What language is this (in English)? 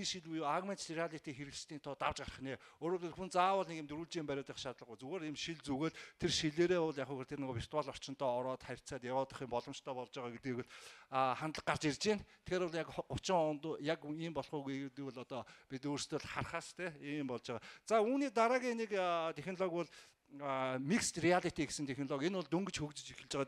Mongolian